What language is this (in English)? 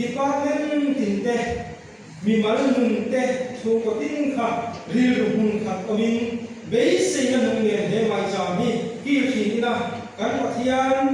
Mizo